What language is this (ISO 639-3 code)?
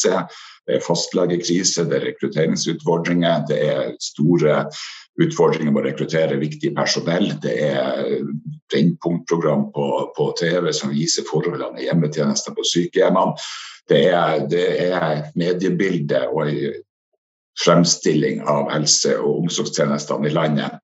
nor